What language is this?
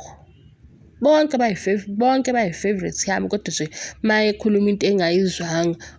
Zulu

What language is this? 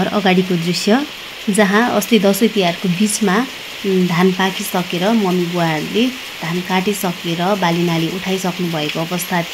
Nepali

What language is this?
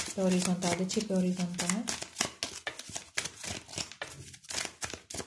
Romanian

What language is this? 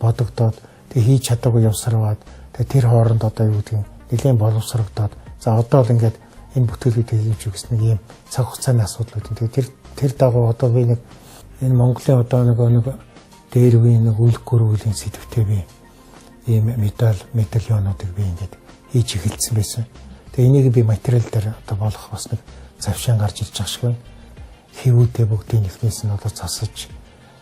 Mongolian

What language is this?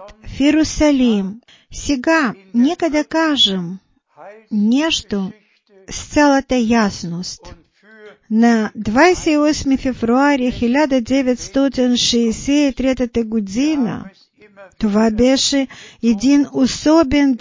Bulgarian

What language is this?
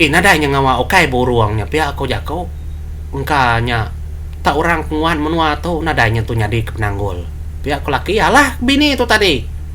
Iban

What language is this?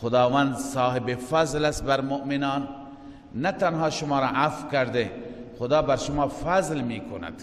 Persian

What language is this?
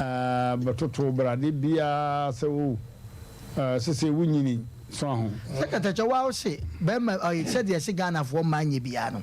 Akan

